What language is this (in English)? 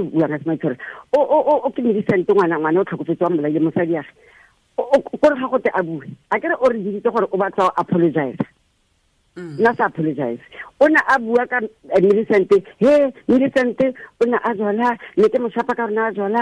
Tswana